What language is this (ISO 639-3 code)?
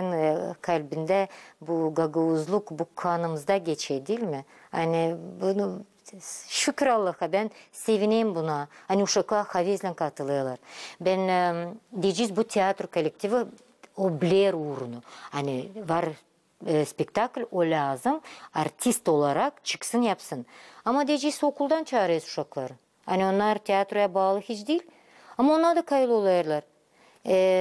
gag